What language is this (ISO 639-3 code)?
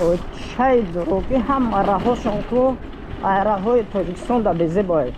tgk